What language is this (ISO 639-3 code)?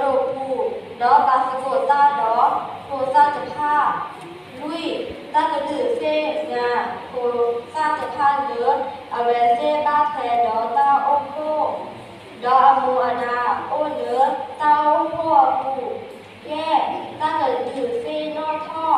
ksw